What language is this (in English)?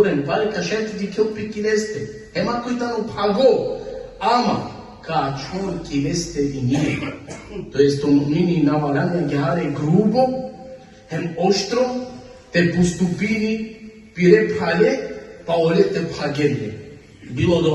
Balkan Romani